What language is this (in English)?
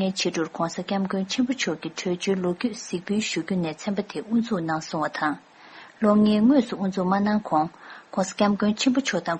Tibetan